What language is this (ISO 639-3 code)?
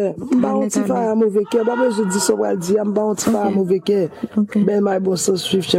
hat